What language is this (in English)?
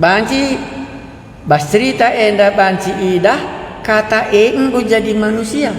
Batak Karo